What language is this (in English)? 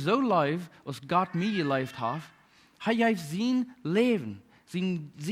Plautdietsch